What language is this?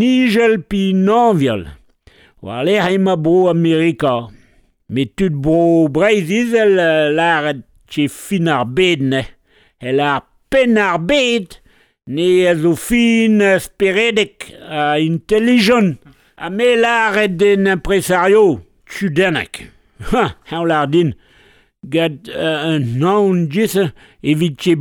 Breton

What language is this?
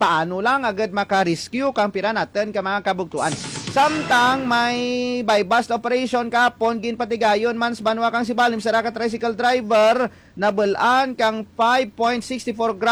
Hiligaynon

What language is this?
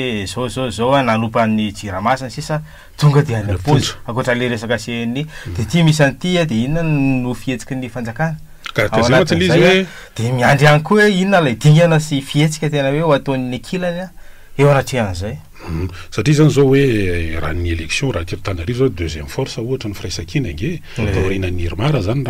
Malagasy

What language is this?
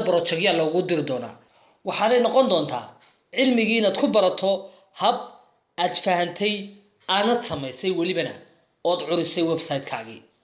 Somali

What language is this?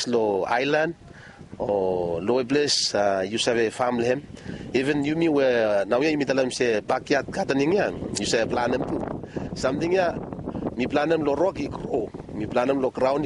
Bislama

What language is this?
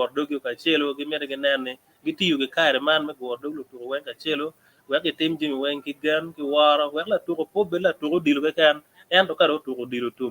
Acoli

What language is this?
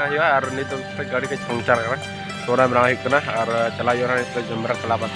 Santali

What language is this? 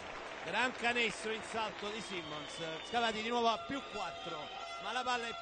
Italian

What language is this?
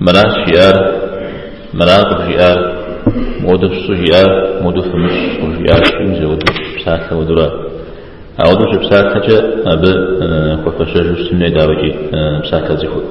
Kabardian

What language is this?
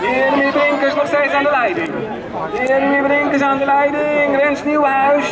Dutch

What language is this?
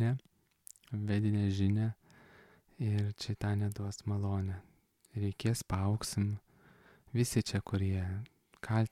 Lithuanian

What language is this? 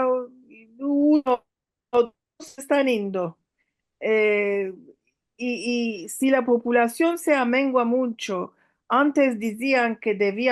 Ladino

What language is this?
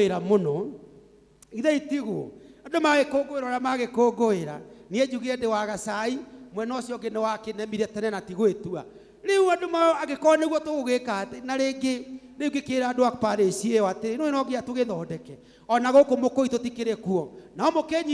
Kikuyu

